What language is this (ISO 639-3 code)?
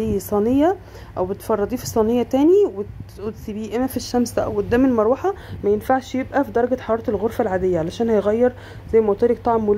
arz